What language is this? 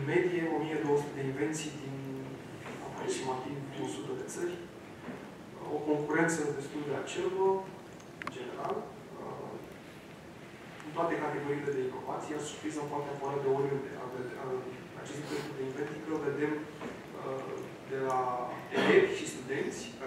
Romanian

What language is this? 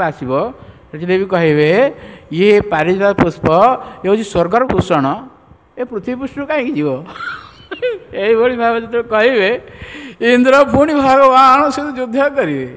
Odia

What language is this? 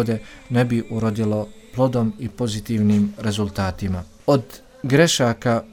Bosnian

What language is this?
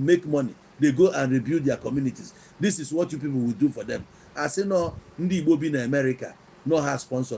Igbo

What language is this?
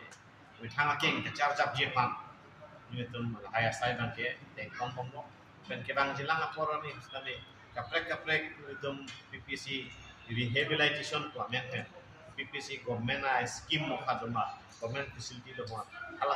Karbi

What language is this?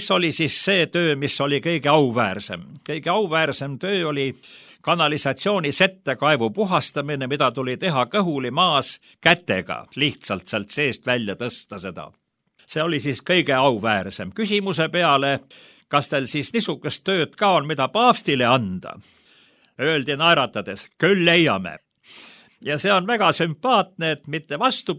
Estonian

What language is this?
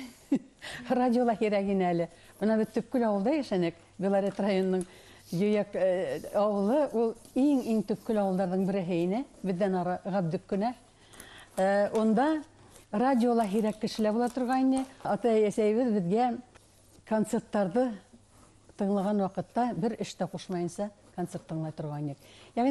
Bashkir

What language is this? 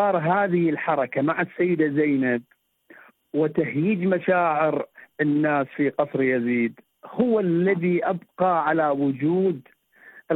Arabic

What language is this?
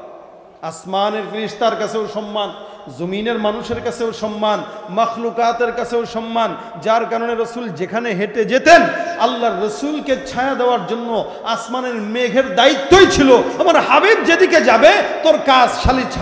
Bangla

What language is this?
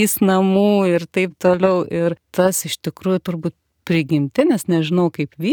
Lithuanian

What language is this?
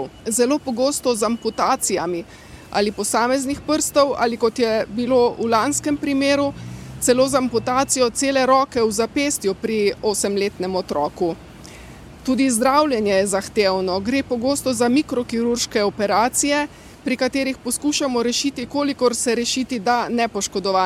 Slovenian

